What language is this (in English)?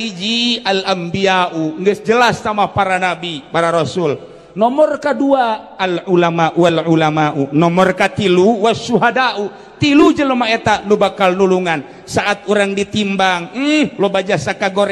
Sundanese